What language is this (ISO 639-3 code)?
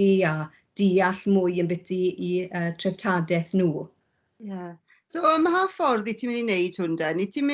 cym